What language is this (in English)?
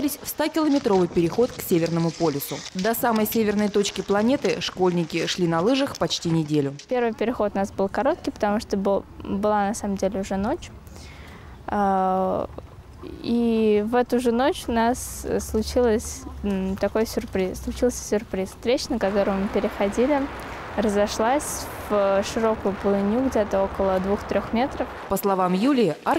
Russian